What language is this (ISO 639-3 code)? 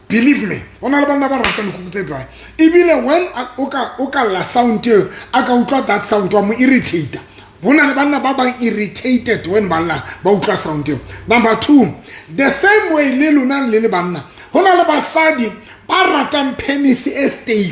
sot